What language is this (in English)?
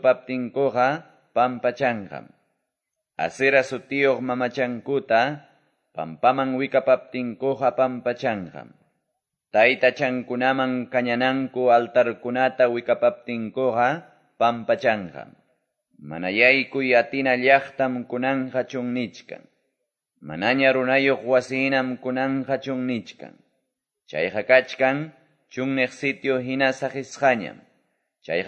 Quechua